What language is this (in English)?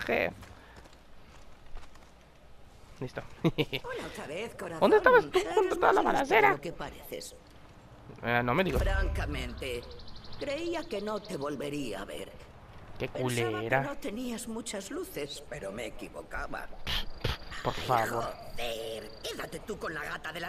Spanish